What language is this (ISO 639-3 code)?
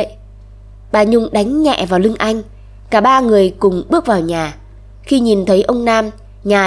vie